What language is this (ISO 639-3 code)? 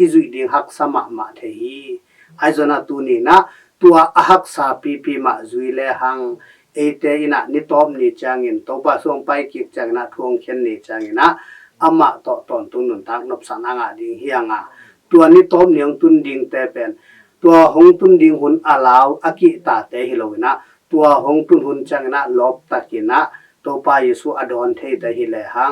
ctd